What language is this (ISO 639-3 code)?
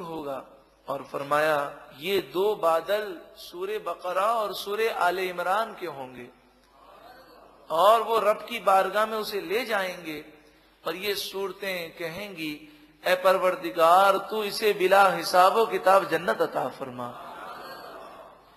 urd